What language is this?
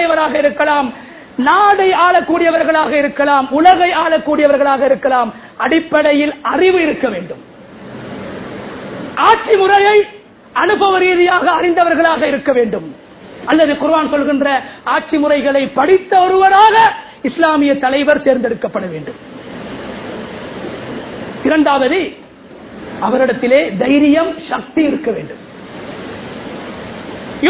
Tamil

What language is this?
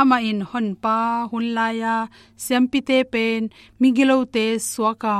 Tedim Chin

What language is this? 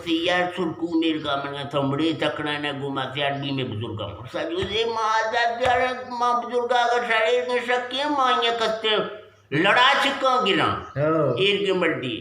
Eastern Balochi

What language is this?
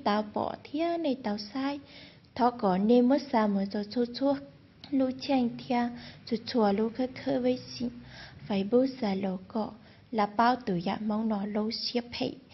Hmong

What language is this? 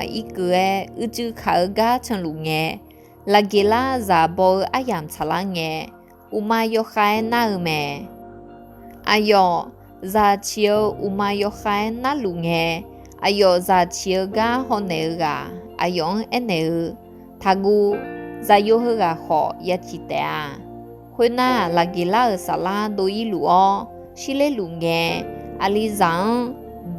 Akha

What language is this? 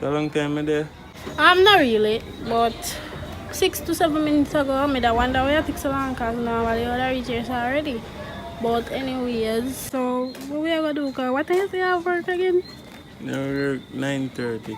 Jamaican Creole English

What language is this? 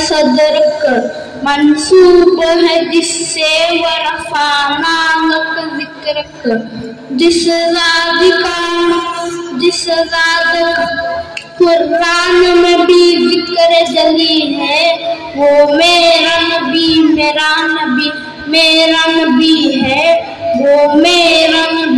Urdu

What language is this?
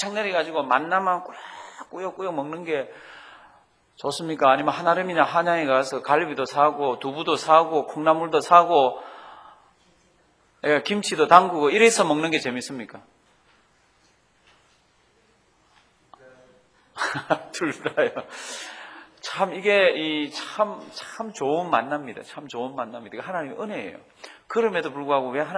Korean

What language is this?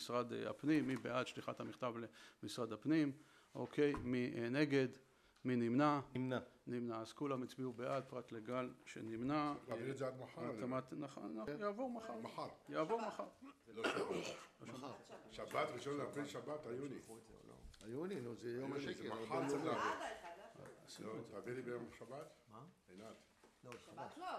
Hebrew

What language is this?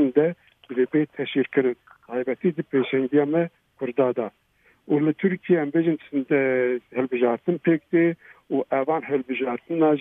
Kurdish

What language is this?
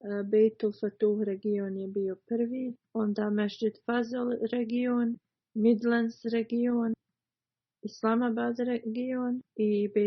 Bosnian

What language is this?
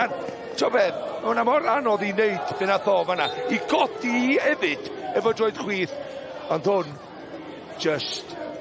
Welsh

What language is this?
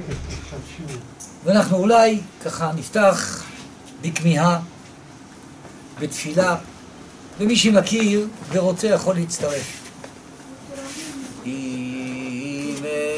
Hebrew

